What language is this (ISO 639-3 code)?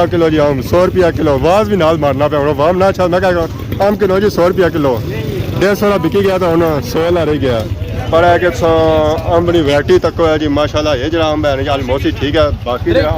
phr